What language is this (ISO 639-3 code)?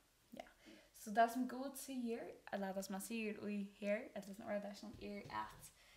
fao